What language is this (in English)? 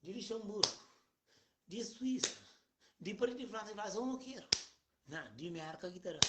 Kabuverdianu